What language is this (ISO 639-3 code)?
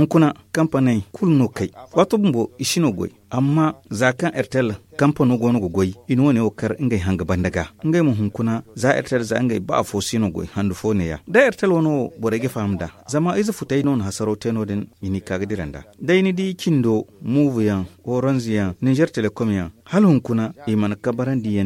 dje